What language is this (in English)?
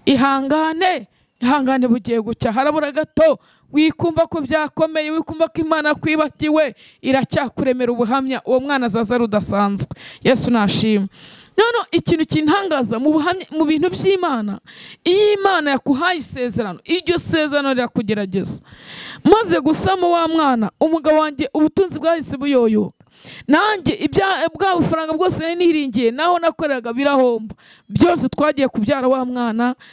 Kinyarwanda